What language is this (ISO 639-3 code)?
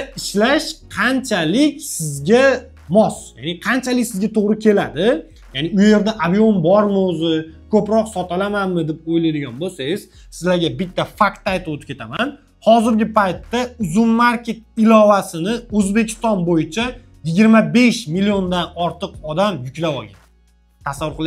uzb